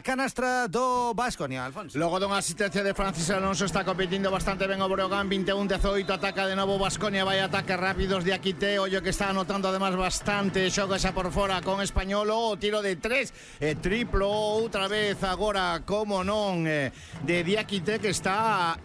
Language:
Galician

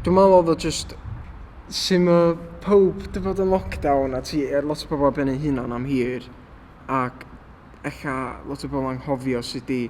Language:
Welsh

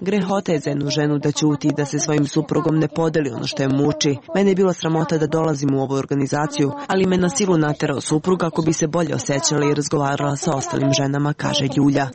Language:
Serbian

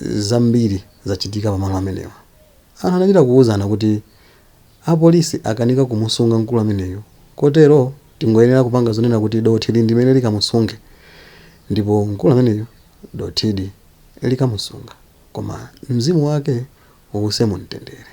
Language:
Nyanja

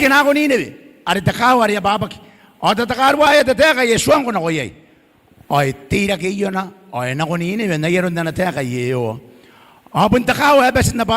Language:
Gilbertese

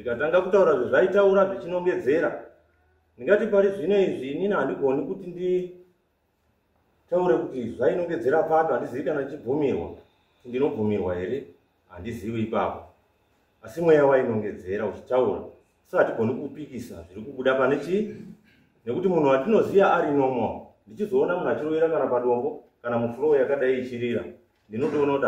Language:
Shona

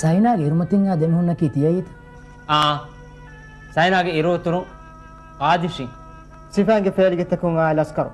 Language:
Divehi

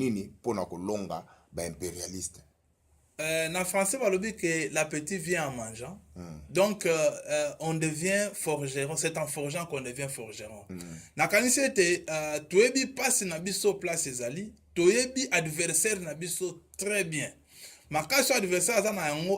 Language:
Lingala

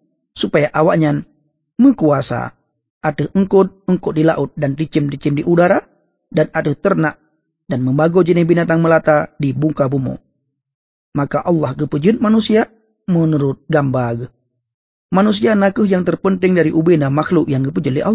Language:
Achinese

